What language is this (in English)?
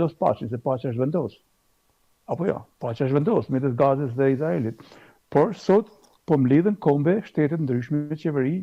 Albanian